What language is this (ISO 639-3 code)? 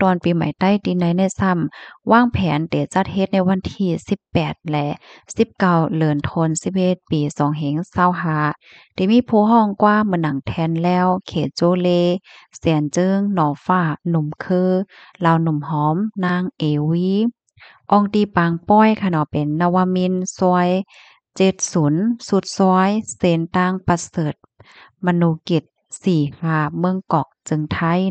shn